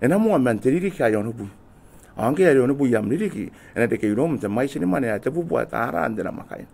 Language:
Gilbertese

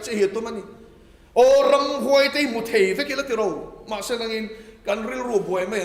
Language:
Mizo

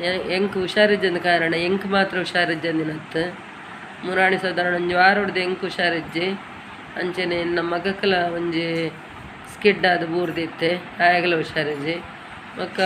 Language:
Tulu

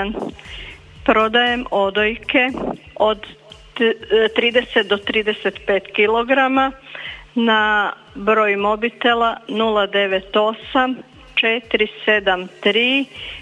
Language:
Croatian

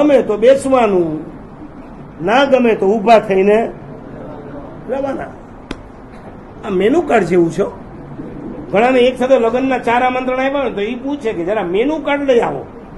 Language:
Gujarati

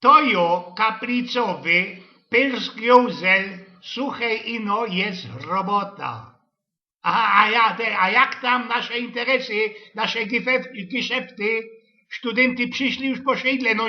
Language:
Silesian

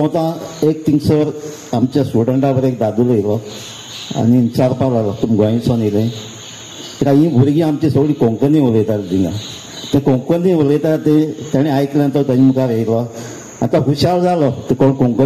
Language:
Konkani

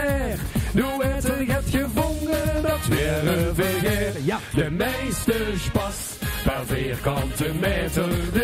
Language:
Limburgish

